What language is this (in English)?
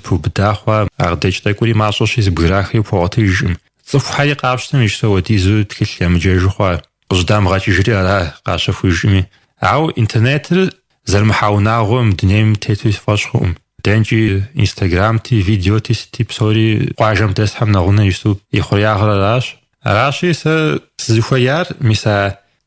Kabardian